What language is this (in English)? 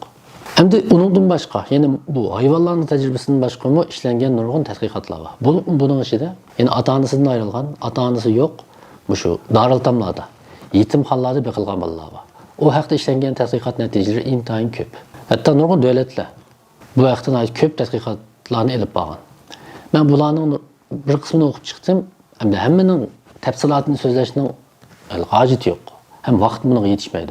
Uyghur